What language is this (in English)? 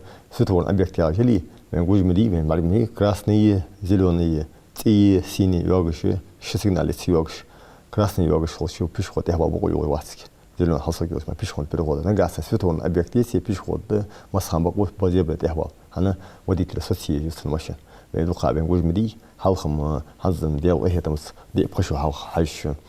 Ingush